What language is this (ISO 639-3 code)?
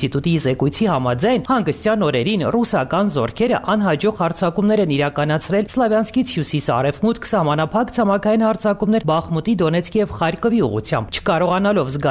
hye